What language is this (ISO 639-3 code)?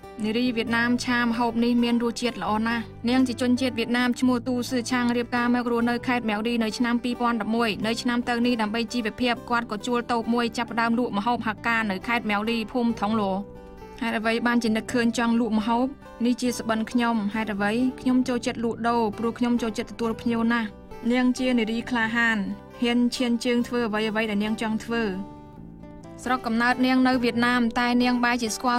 khm